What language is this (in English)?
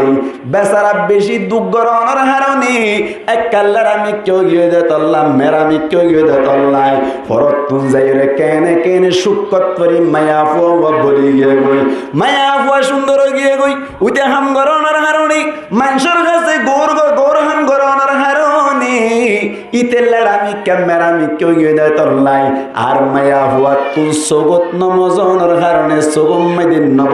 Rohingya